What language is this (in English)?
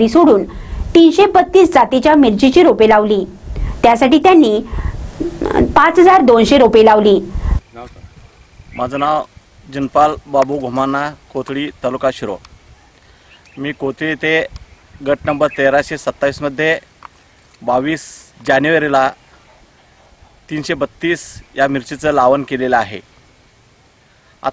Marathi